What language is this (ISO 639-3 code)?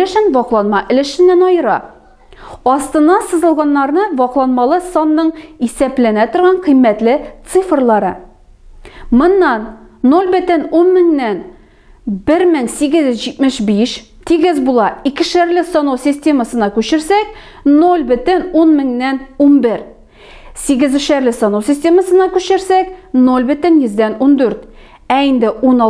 tat